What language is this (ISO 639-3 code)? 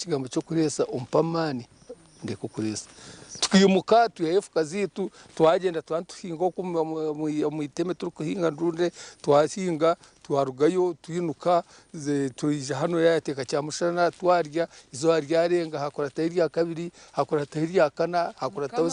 nyn